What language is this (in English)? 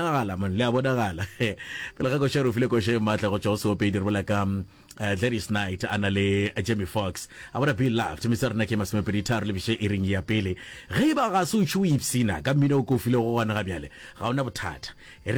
Northern Sotho